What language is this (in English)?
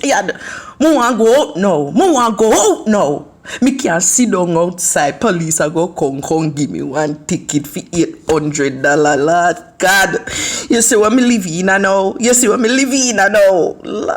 Jamaican Creole English